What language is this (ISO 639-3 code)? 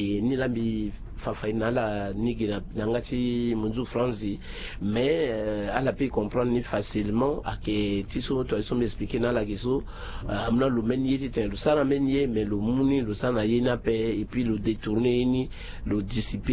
sag